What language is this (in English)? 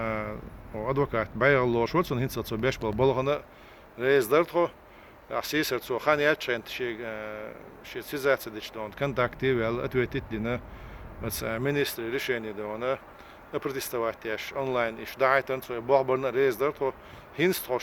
Chechen